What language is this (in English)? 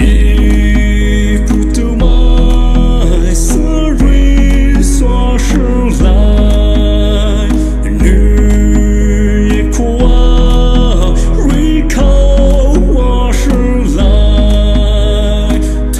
Poumei Naga